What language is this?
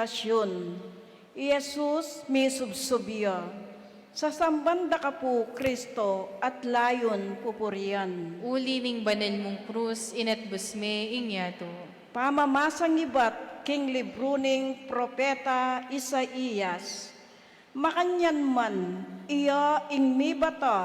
Pampanga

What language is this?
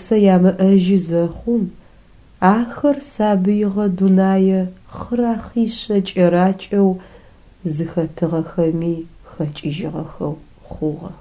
Adyghe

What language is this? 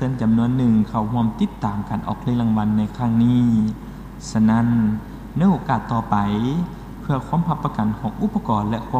Lao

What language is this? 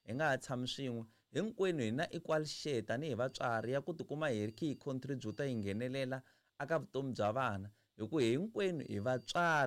Tsonga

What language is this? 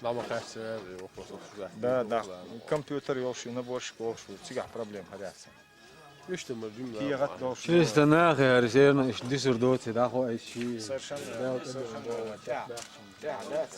Chechen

